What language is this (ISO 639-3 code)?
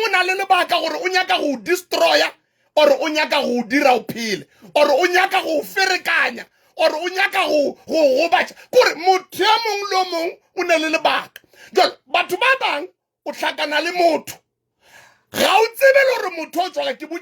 tsn